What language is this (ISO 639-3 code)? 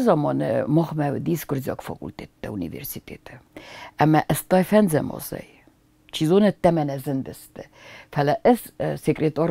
oss